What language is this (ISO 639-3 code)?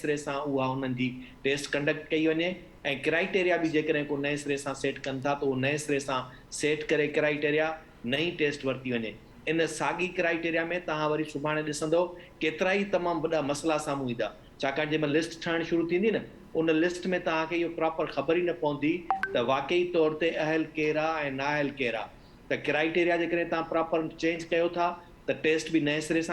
snd